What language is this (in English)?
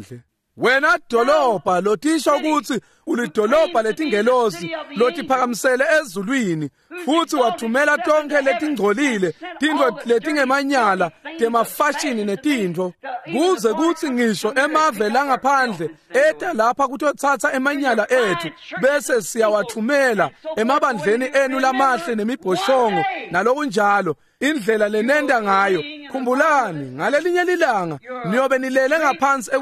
Swati